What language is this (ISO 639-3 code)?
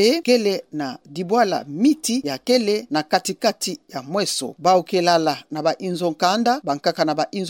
ktu